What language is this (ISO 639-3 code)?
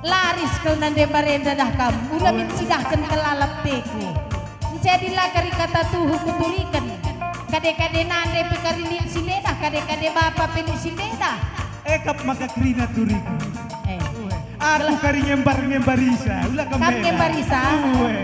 btx